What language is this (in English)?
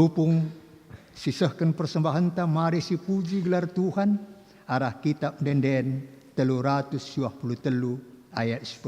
Batak Karo